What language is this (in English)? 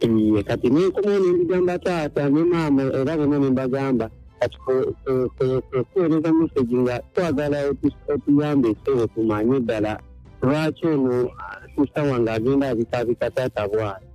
Ganda